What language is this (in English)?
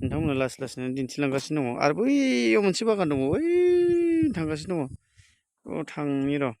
Bodo